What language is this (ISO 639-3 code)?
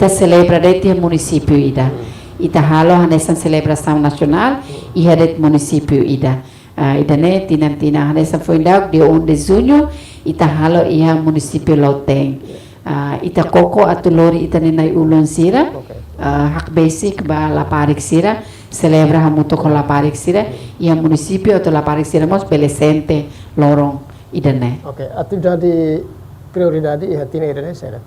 tet